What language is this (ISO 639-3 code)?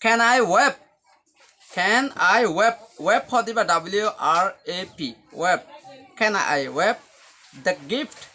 rhg